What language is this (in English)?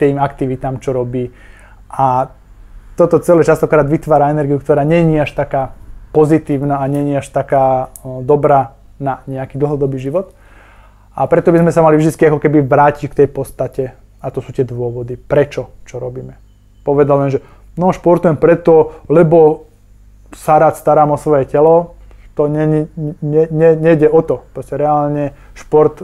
Slovak